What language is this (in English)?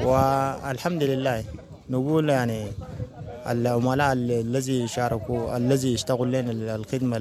Sudanese Arabic